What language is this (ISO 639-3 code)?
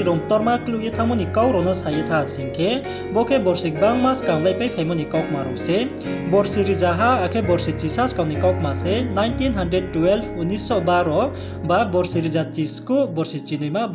ria